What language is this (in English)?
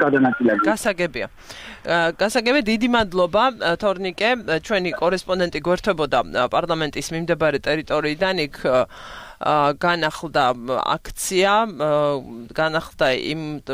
Georgian